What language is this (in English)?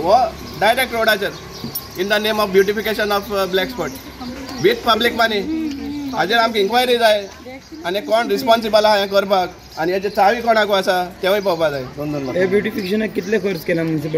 Konkani